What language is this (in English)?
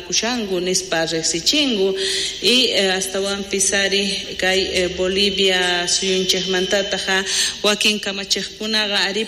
South Bolivian Quechua